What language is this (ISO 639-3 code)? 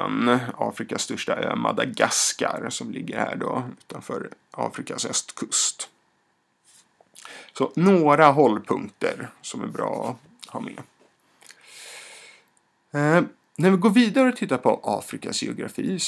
swe